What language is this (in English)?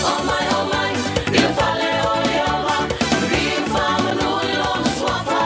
Tongan